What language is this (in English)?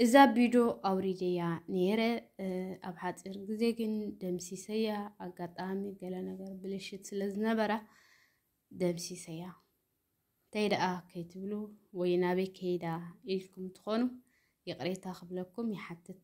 Tigrinya